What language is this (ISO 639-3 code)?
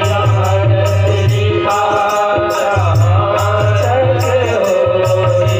hne